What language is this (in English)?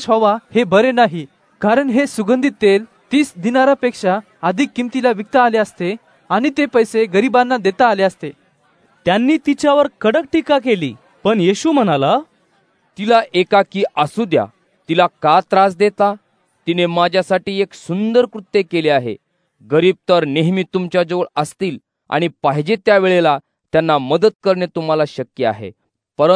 Marathi